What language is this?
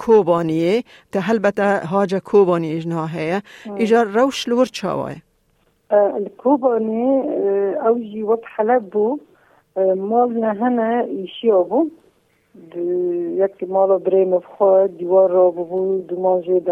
Kurdish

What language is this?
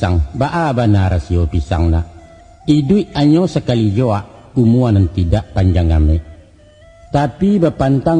Minangkabau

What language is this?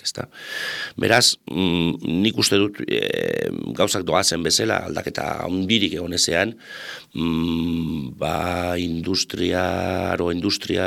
Basque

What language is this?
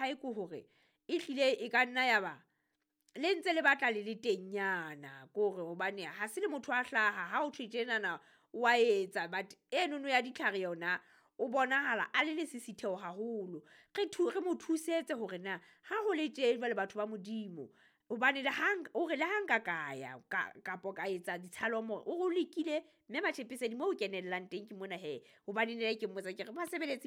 Southern Sotho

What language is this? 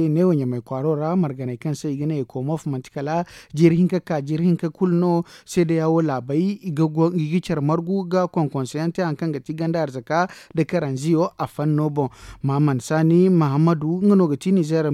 Zarma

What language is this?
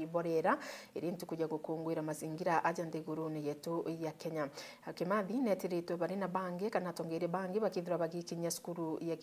Meru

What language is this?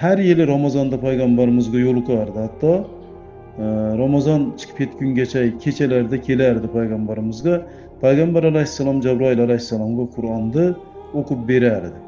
Uzbek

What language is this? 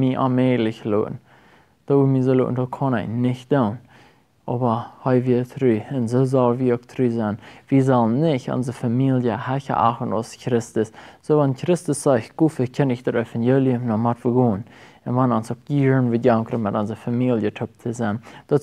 Plautdietsch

